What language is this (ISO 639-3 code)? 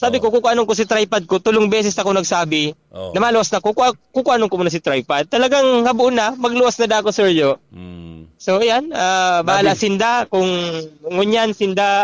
bik